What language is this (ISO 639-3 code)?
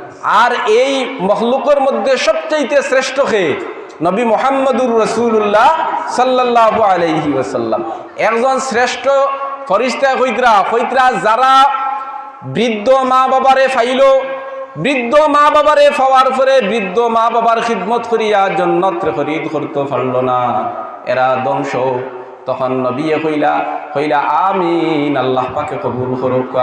syl